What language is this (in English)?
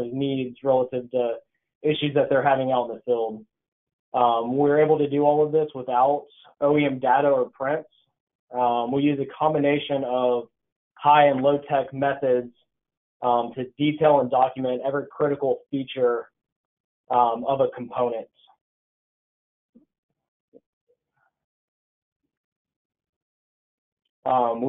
English